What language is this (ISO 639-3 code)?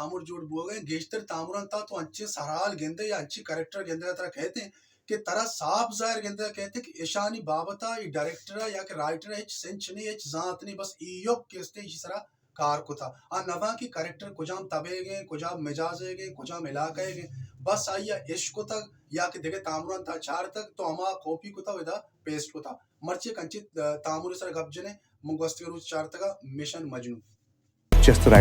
bal